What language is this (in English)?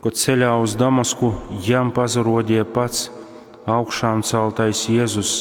Latgalian